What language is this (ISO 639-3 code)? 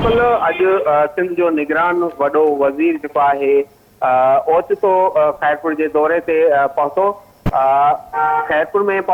snd